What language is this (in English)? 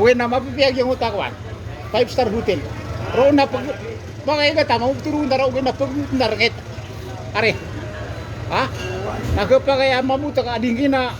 Maranao